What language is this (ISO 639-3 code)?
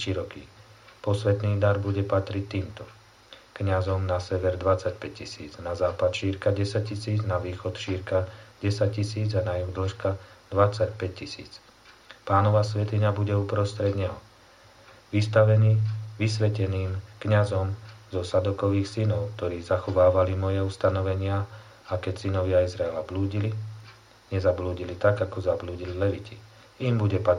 slk